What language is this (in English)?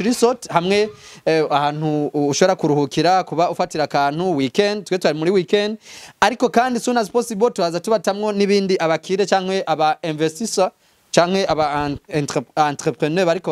Rundi